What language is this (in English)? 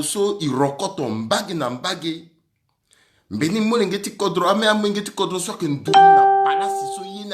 Sango